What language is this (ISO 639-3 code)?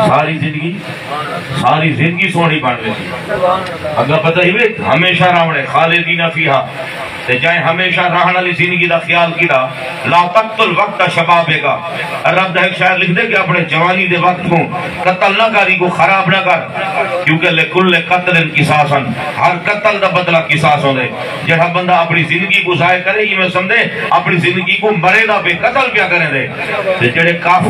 skr